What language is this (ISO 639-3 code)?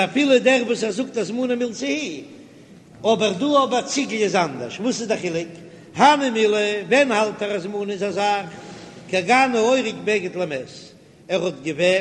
yid